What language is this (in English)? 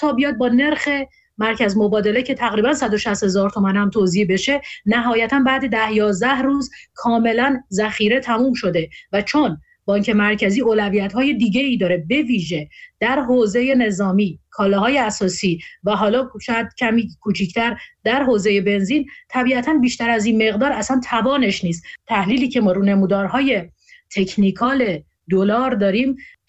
Persian